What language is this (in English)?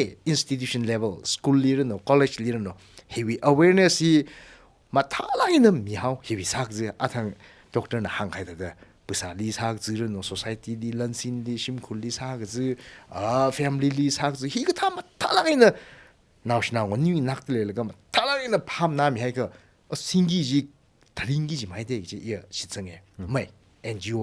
Tangkhul Naga (India)